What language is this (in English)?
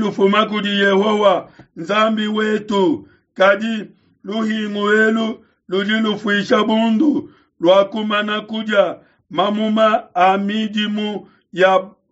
Luba-Lulua